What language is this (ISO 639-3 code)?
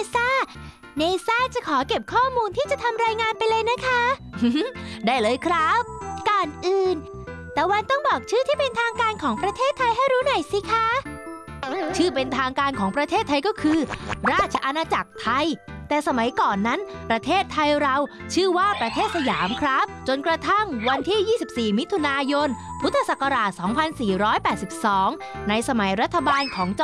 tha